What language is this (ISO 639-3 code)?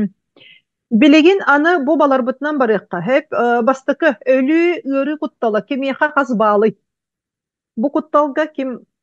sah